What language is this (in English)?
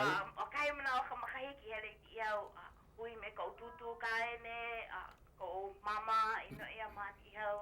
Hawaiian